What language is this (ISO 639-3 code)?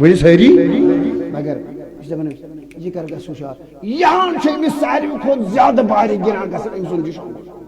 kas